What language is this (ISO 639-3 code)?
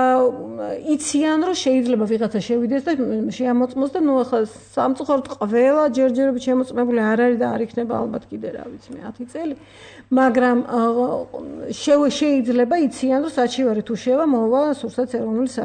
kat